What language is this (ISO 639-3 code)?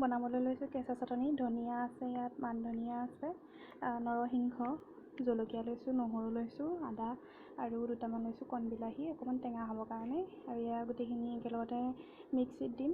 asm